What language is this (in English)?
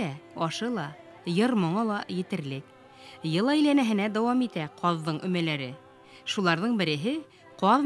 Bashkir